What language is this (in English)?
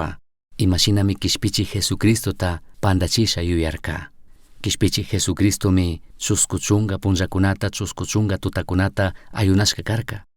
Chimborazo Highland Quichua